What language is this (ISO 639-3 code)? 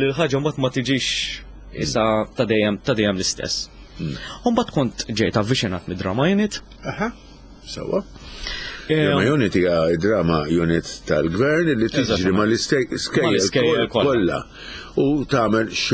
mlt